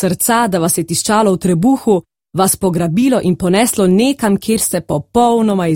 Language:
Slovenian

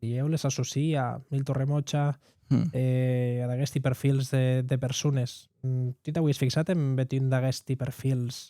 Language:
Occitan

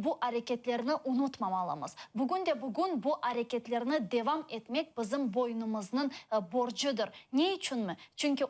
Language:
Crimean Tatar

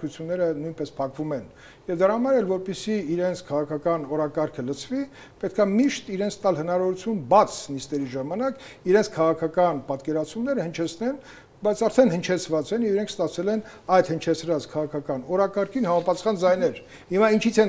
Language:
Armenian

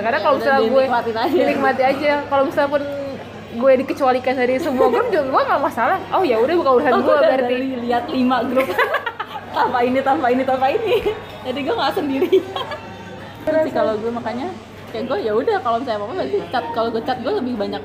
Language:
Indonesian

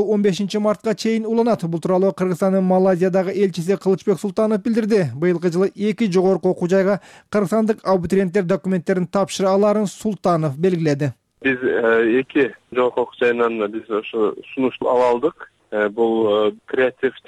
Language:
Kyrgyz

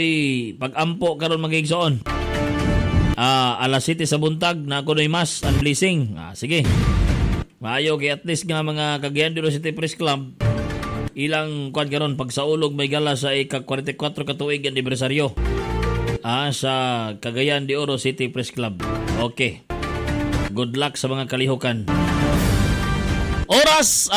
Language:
Cebuano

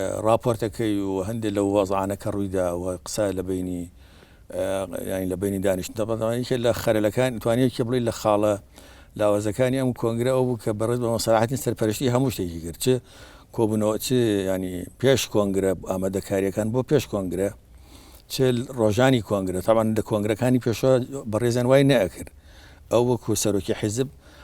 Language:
Central Kurdish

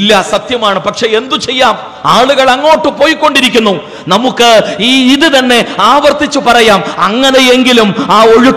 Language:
Malayalam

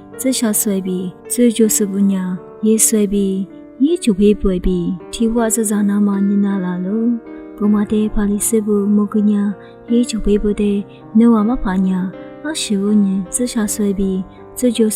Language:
Lisu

